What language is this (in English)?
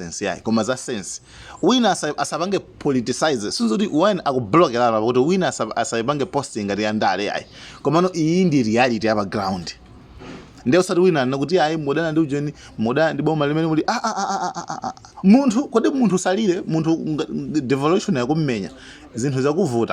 Nyanja